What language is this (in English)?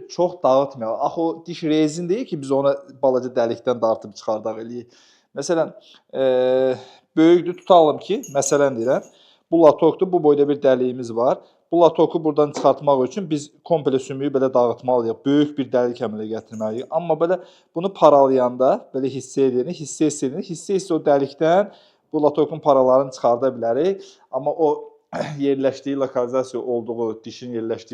Azerbaijani